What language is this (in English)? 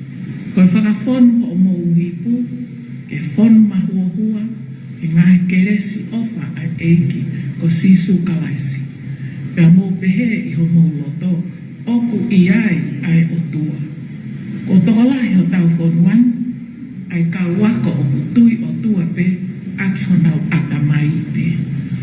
Tongan